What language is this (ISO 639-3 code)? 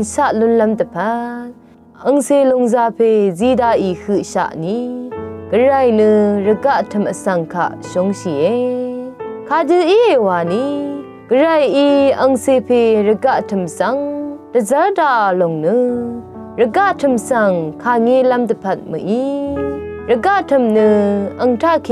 raw